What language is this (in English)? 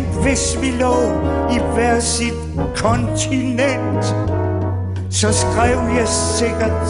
Danish